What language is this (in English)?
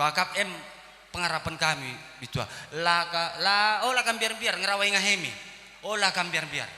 Batak Karo